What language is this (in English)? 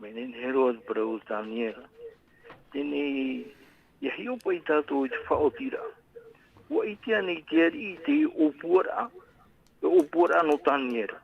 Tahitian